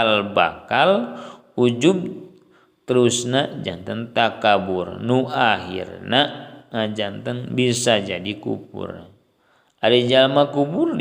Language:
Sundanese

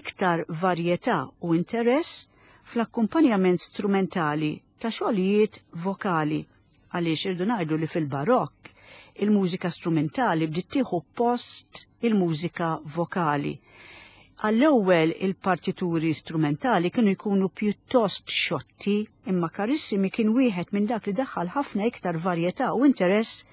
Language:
Maltese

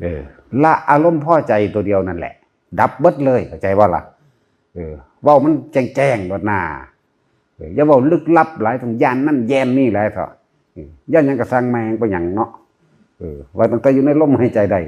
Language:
Northeastern Thai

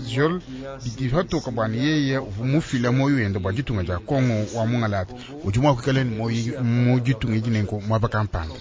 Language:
Luba-Lulua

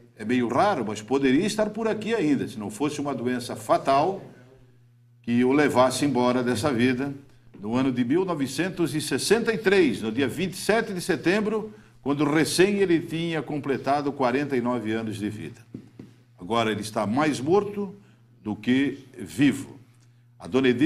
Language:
Portuguese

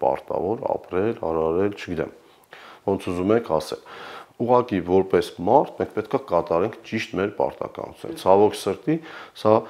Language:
Armenian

